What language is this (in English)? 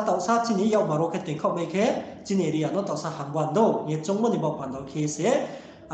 Riang (India)